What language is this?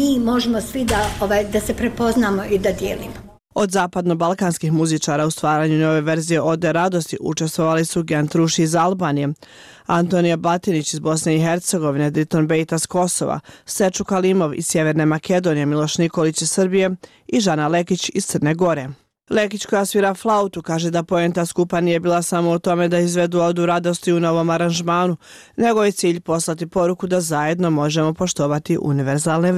Serbian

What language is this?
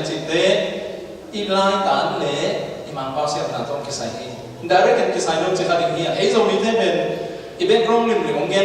Tedim Chin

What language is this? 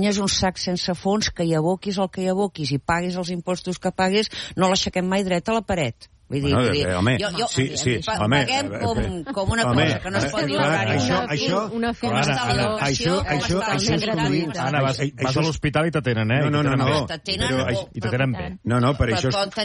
Catalan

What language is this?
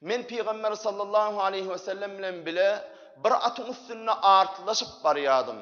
Turkmen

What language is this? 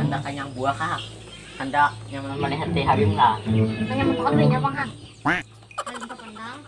Banjar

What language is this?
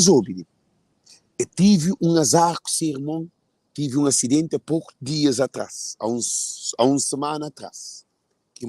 Kabuverdianu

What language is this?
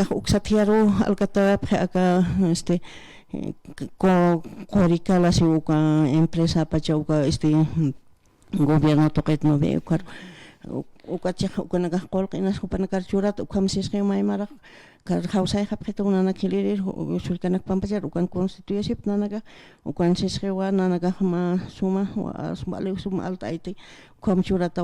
Aymara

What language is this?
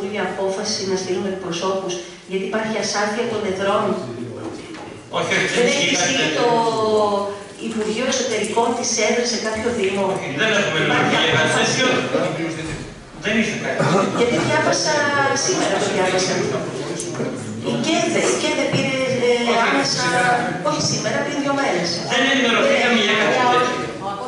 Greek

